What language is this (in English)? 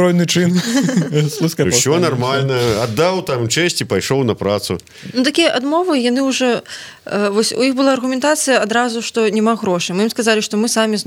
Belarusian